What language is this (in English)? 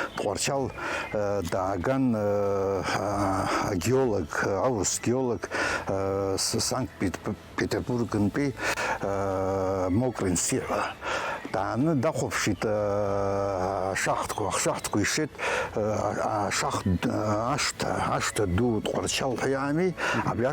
Abkhazian